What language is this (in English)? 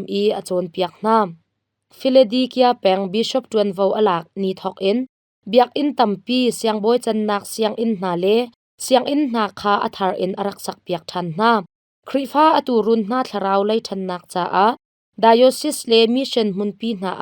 Hakha Chin